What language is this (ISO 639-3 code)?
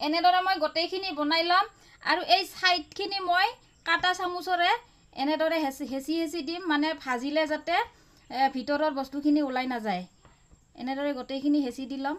asm